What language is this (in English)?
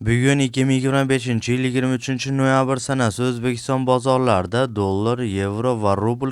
Uzbek